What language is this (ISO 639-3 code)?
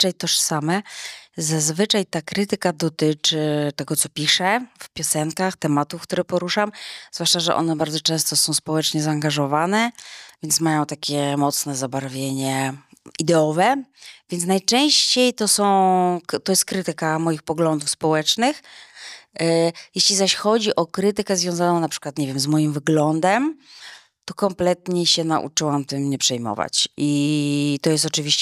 pol